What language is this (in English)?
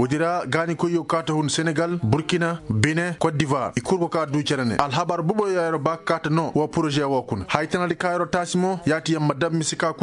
Koyraboro Senni